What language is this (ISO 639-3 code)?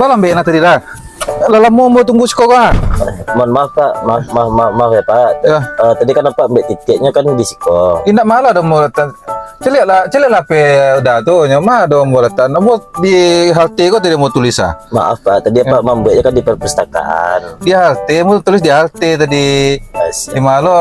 min